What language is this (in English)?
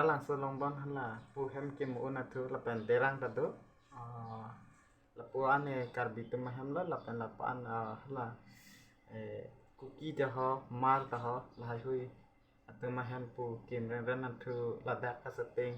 Karbi